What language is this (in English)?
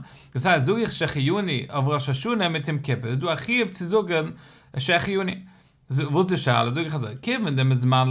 Yiddish